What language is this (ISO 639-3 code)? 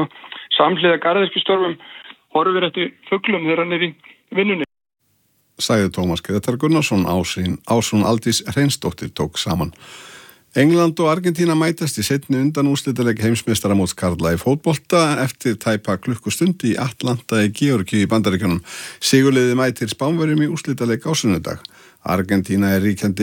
isl